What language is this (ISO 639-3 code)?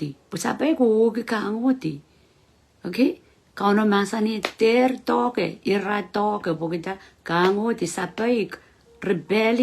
pon